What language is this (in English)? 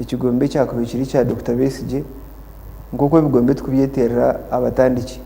Nyankole